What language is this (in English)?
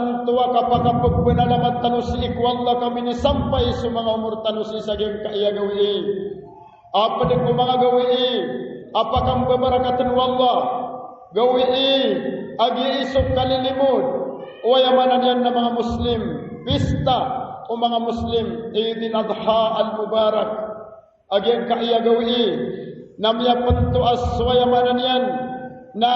Maranao